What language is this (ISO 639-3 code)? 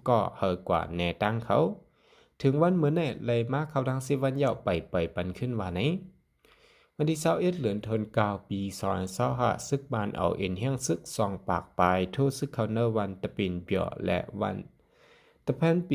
shn